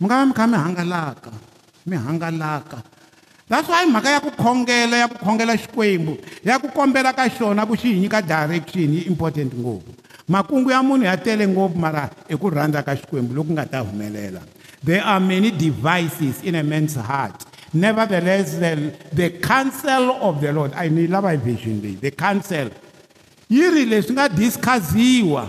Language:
Tsonga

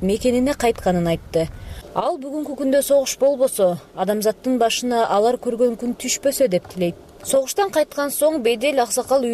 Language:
Kyrgyz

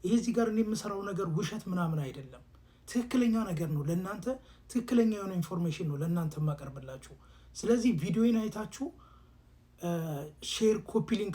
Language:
Amharic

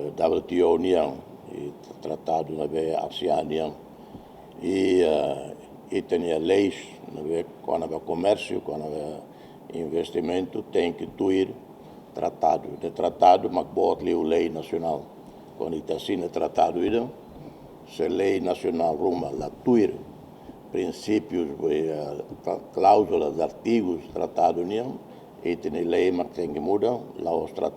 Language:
Tetum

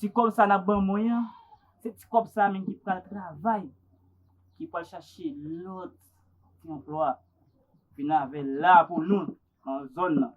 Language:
Haitian Creole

